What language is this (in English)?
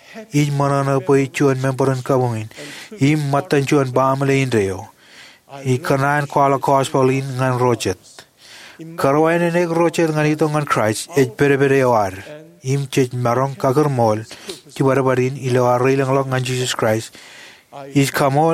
Marshallese